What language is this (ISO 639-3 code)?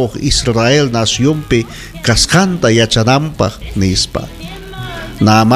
quy